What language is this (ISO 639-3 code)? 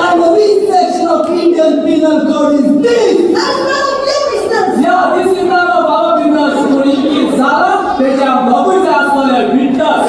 kok